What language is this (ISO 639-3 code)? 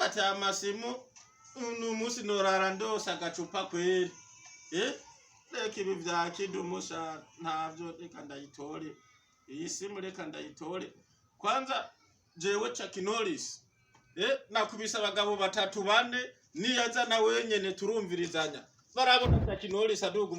run